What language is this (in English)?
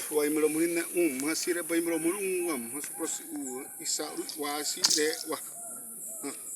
Xavánte